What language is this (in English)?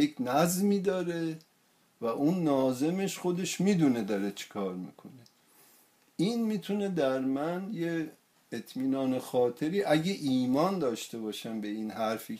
Persian